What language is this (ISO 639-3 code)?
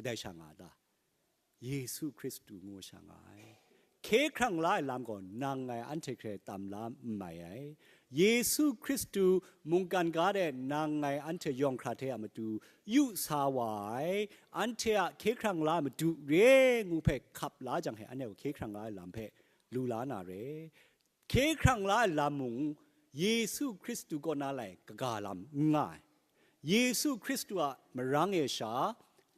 kac